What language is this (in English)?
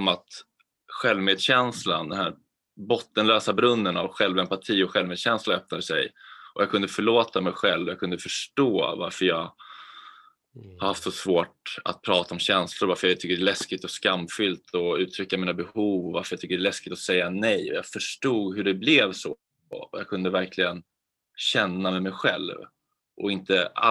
Swedish